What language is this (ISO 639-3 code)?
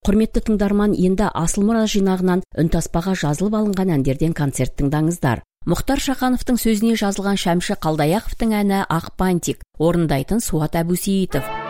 kaz